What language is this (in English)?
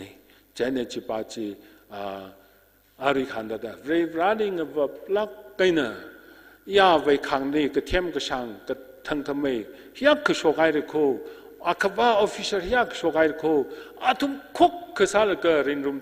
Tangkhul Naga (India)